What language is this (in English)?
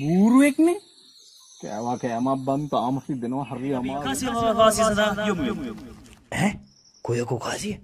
Sinhala